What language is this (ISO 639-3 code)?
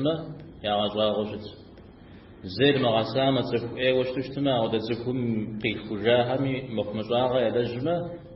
kbd